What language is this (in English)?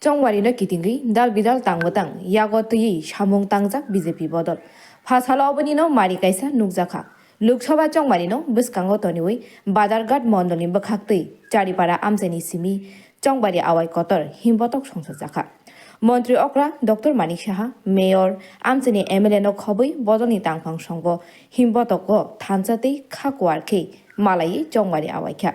Kok Borok